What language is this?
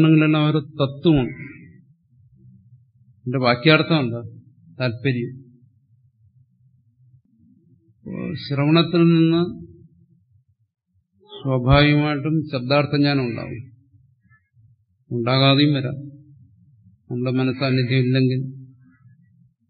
Malayalam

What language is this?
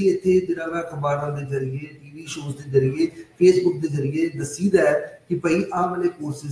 Punjabi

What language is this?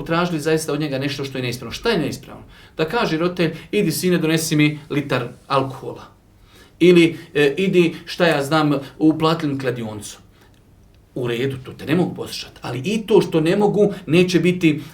Bosnian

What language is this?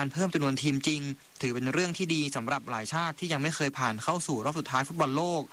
Thai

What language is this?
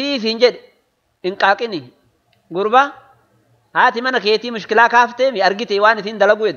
Oromo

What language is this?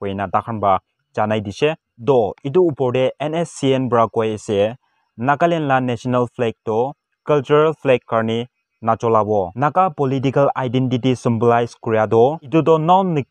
Naga Pidgin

